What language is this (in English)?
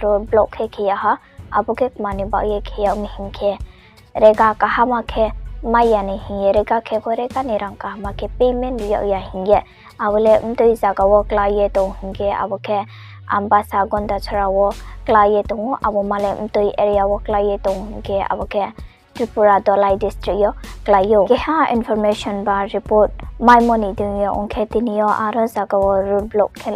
Riang (India)